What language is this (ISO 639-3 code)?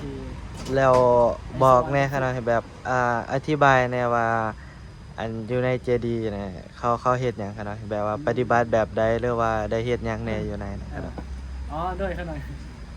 tts